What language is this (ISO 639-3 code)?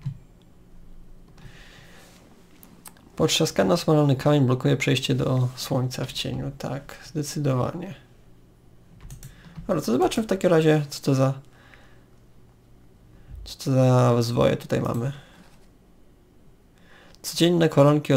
pol